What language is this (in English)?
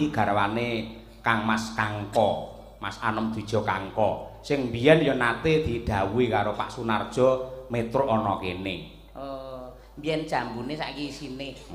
Javanese